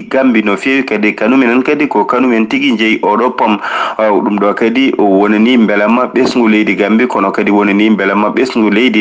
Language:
Fula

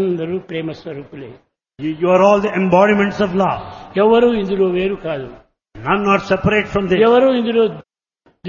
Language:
Telugu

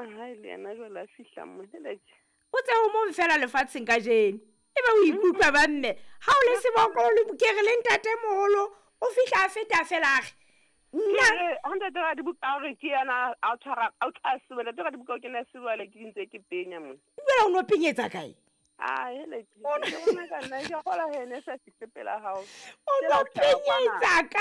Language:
Southern Sotho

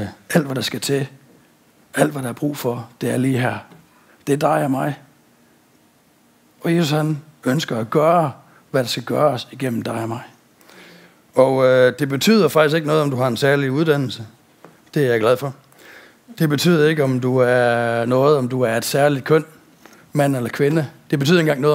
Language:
Danish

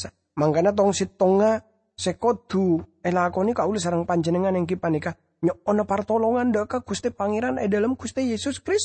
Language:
Madurese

